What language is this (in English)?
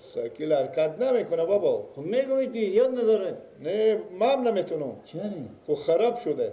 Persian